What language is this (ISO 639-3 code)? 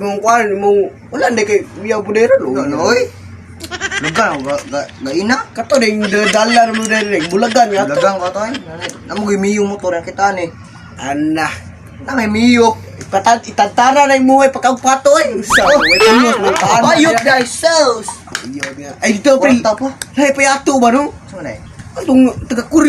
ceb